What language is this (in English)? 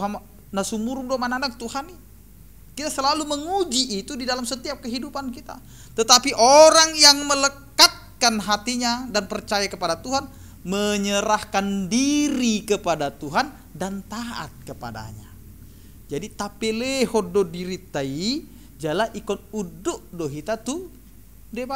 Batak Toba